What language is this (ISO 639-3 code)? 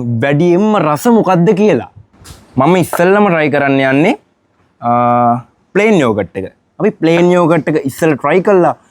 sin